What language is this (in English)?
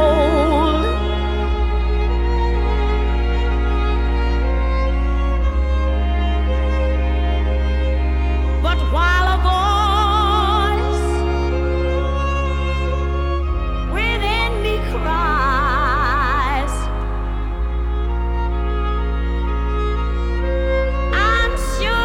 Catalan